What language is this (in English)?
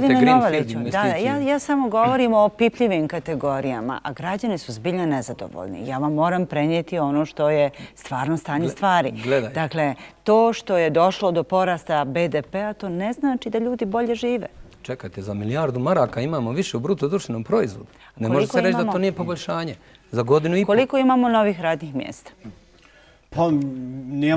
Bosnian